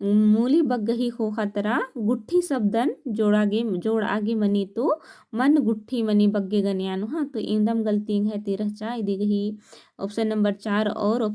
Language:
Kurukh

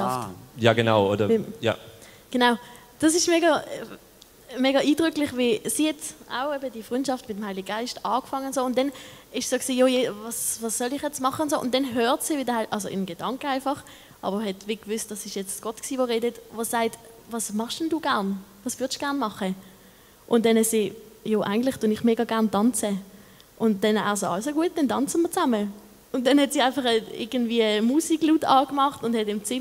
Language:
Swiss German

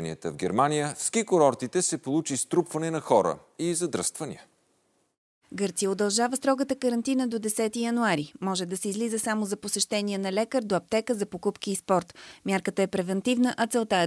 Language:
Bulgarian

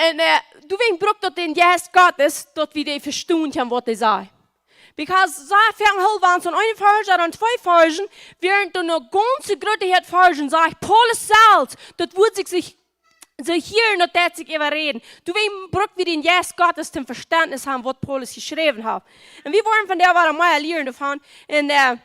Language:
Plautdietsch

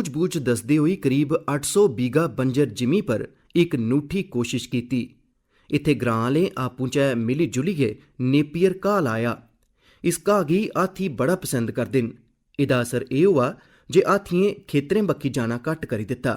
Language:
Dogri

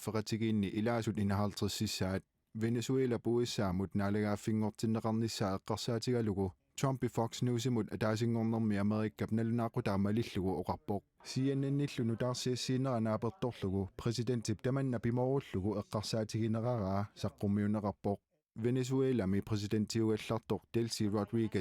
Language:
Kalaallisut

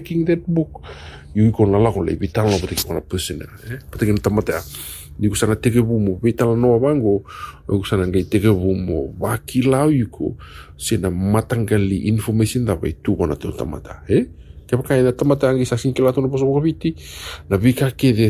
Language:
Fijian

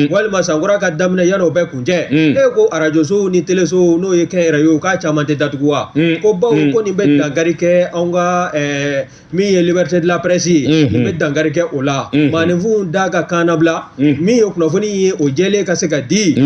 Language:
Bambara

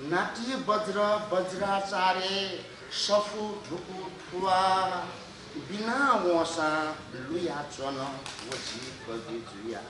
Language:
Newari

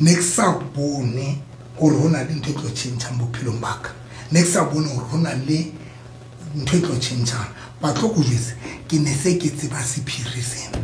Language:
Southern Sotho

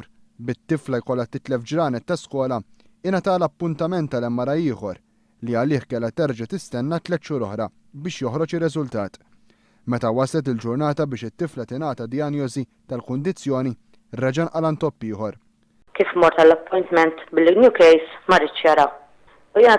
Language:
Maltese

